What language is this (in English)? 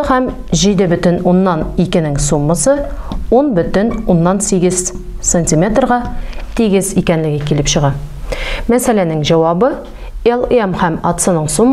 Tatar